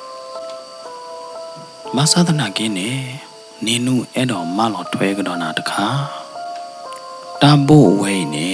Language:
S'gaw Karen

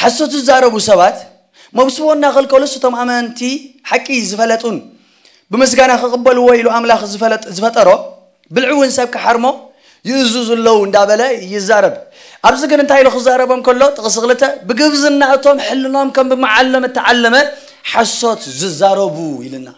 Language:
Tigrinya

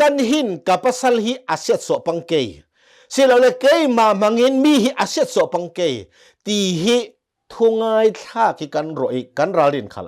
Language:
Hakha Chin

